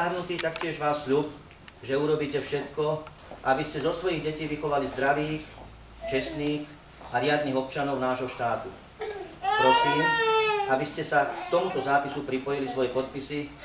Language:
Slovak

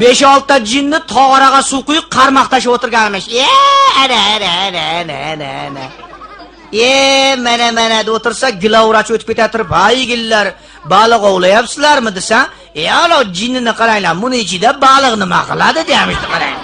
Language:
Uzbek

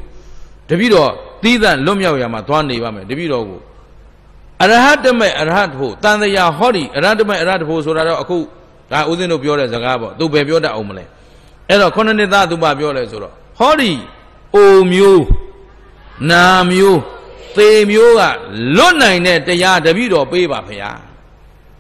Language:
Burmese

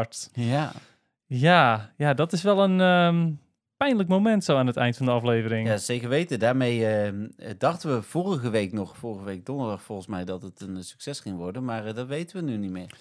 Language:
Dutch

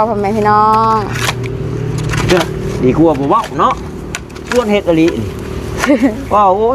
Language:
Northeastern Thai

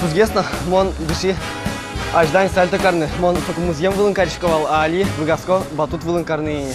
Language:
Udmurt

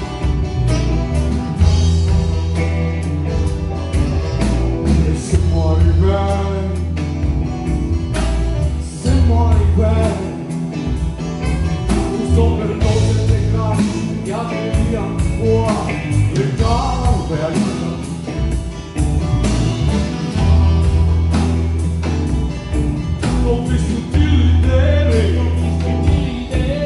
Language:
Italian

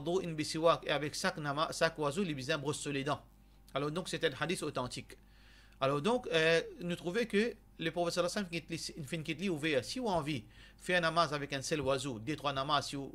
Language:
Morisyen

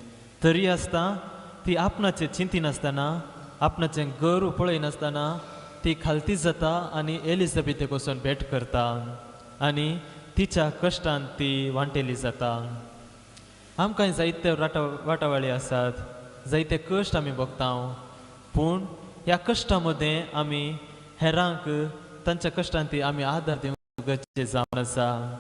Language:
Konkani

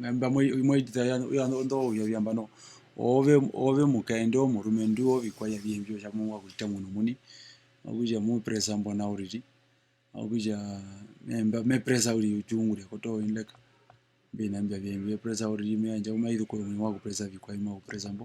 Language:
Herero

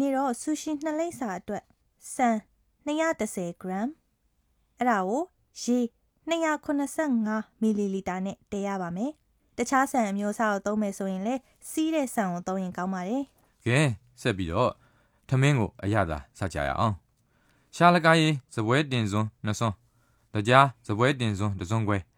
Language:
Burmese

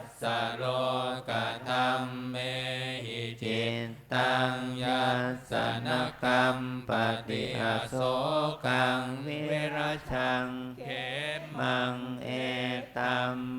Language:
Pali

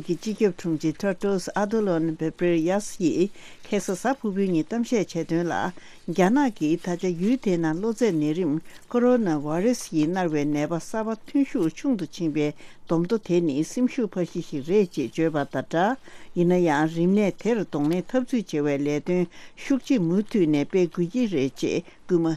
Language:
Tibetan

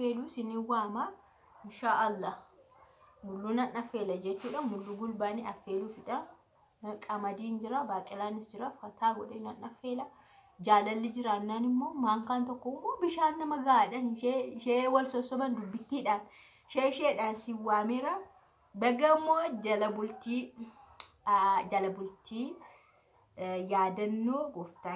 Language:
Oromo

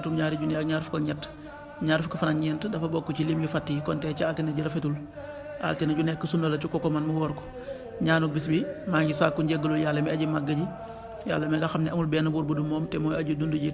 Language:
Wolof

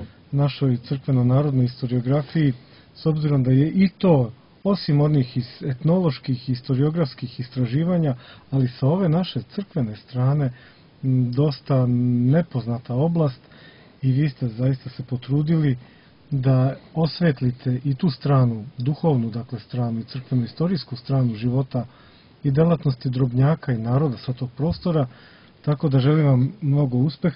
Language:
Serbian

